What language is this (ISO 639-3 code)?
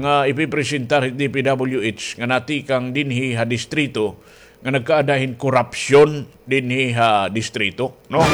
war